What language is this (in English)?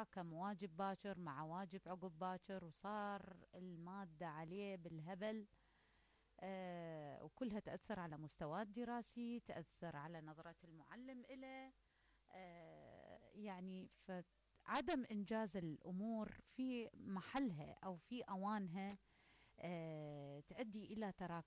Mesopotamian Arabic